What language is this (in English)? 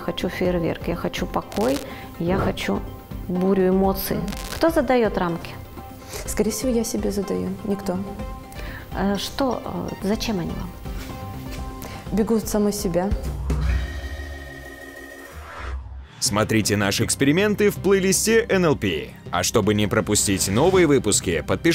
Russian